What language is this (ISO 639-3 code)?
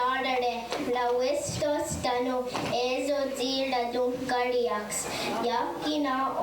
moh